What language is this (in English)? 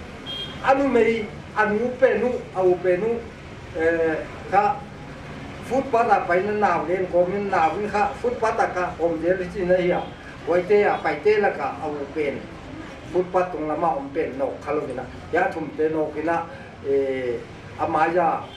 Paite Chin